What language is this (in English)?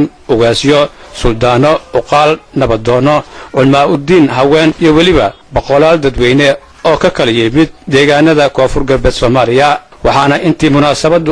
Somali